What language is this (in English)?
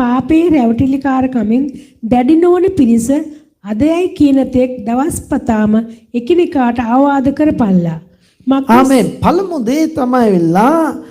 Sinhala